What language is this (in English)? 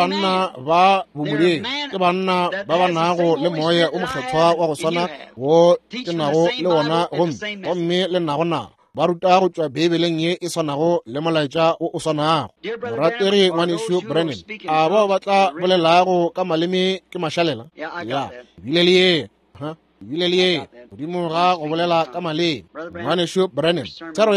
Northern Sotho